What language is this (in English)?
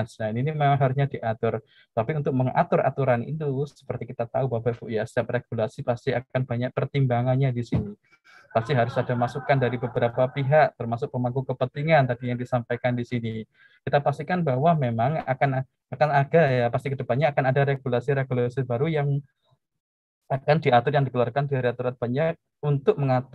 Indonesian